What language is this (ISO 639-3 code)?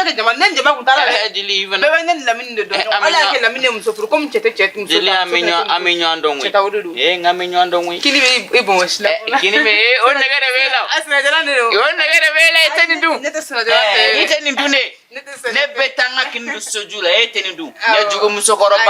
bam